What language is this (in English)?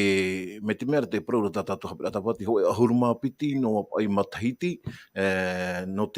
Tahitian